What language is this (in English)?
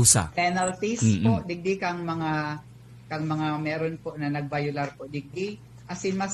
Bikol